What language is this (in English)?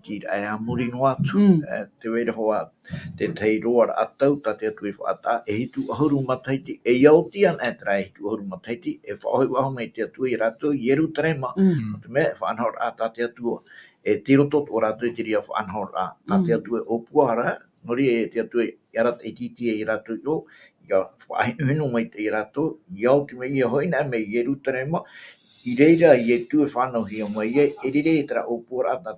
Tahitian